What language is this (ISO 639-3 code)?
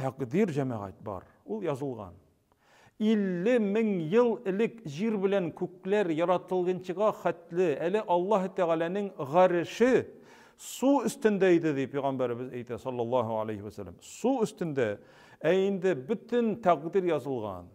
tat